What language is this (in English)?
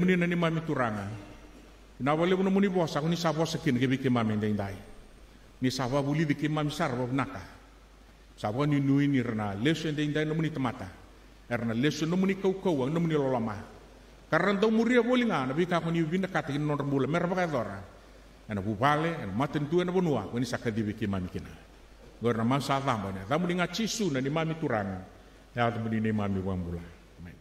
Fijian